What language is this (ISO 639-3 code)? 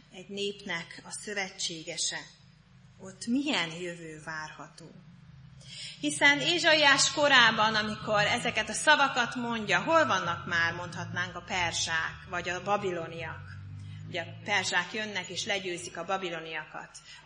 hun